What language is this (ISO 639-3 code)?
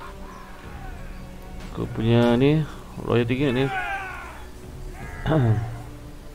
msa